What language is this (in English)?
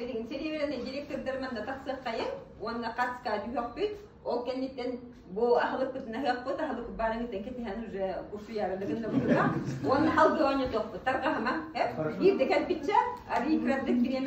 Yakut